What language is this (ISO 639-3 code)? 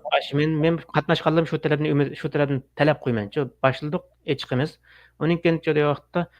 uig